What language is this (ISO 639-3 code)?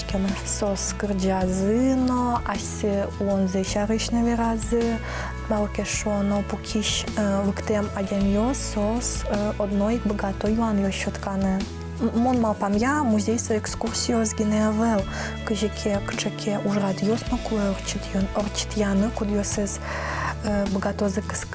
udm